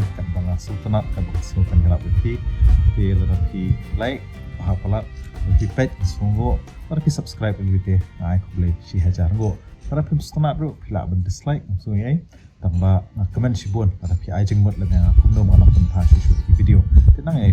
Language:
Khasi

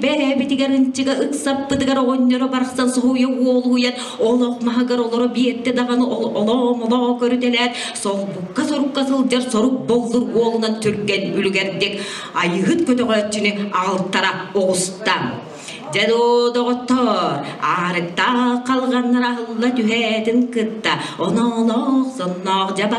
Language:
Yakut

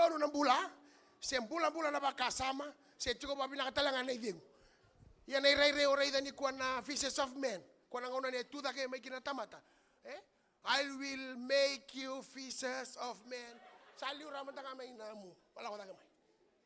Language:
Fijian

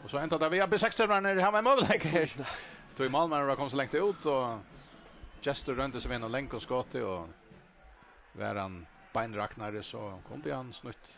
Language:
Faroese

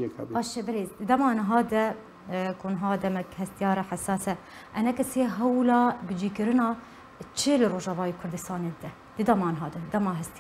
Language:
Kurdish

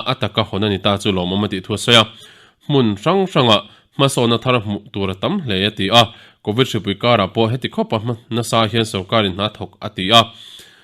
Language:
Mizo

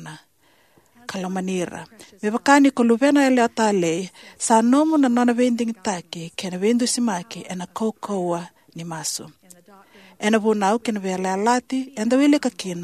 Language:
Fijian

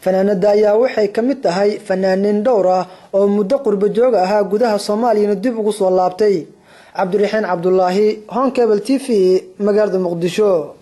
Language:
Somali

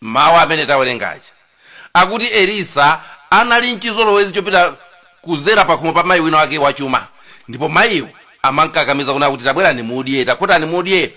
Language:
Nyanja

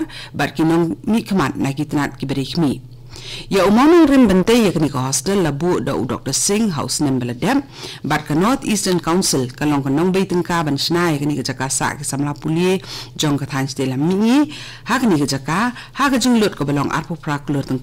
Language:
Khasi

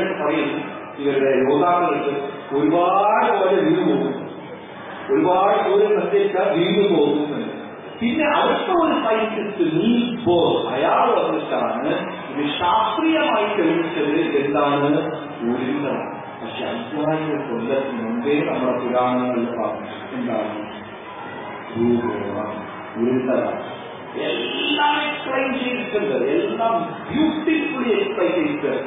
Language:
Malayalam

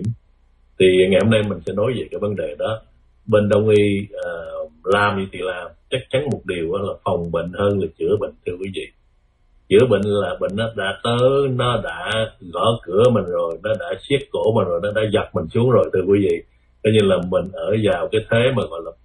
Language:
Vietnamese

